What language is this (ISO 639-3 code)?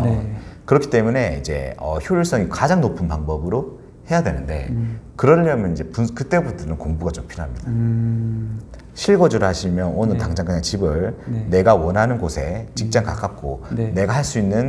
kor